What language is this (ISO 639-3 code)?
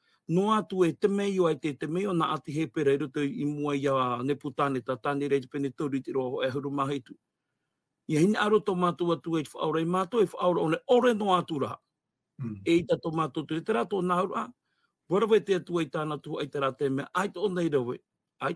tah